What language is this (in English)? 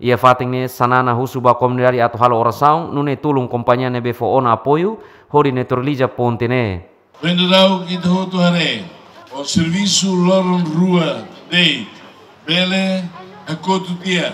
Tetum